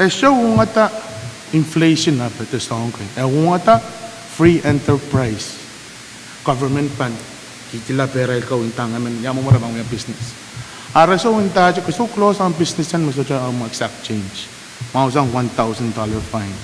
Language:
Pohnpeian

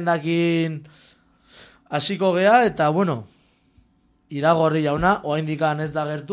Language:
Basque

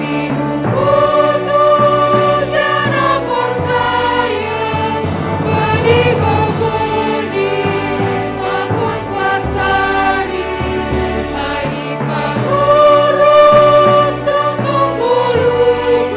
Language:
Batak Simalungun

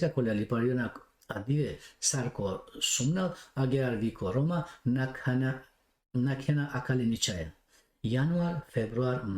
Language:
Balkan Romani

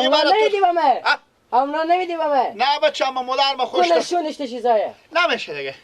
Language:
Persian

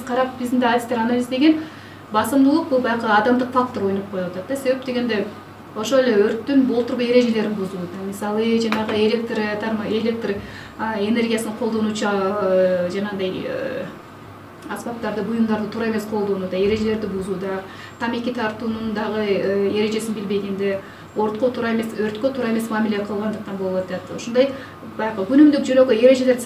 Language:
Kyrgyz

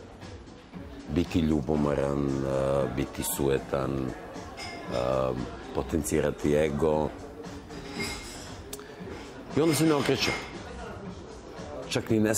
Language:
Serbian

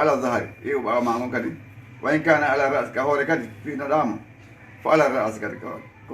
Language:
Fula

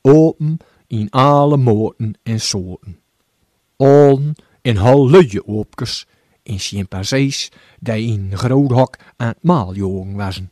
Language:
Gronings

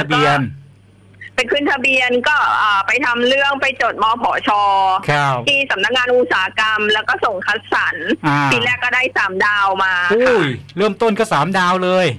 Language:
Thai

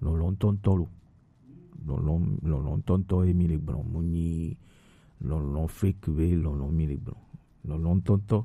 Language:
Gen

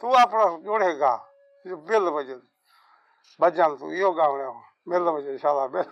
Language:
Saraiki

